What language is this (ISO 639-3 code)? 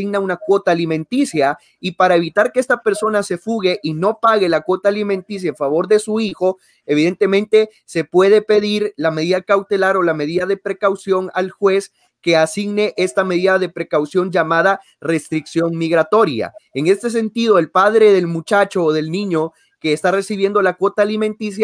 spa